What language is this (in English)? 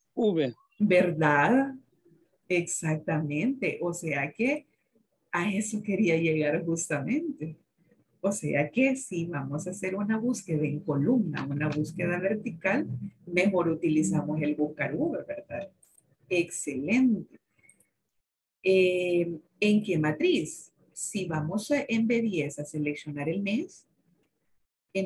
Spanish